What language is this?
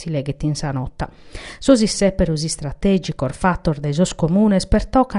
Sardinian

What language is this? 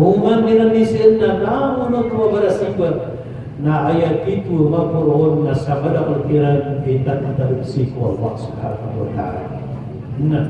Maranao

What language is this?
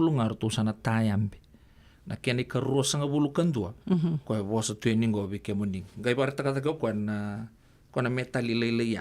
Fijian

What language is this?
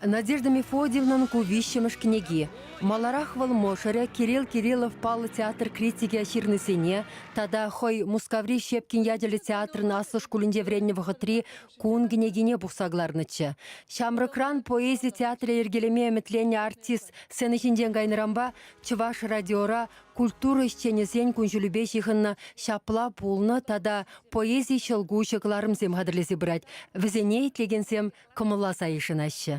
Chuvash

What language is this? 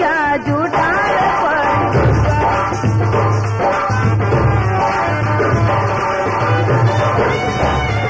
Bhojpuri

